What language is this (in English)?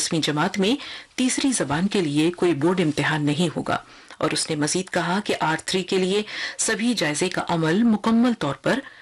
Urdu